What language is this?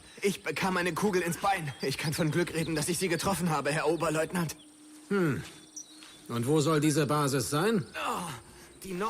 Bavarian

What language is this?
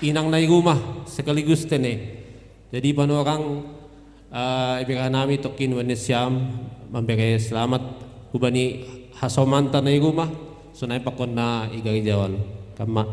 Batak Simalungun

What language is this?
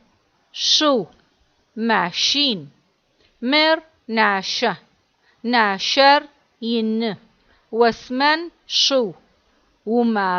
Adyghe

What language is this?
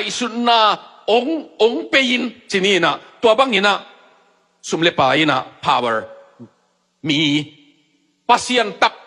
Tedim Chin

